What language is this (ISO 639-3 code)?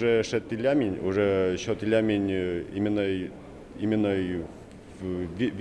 udm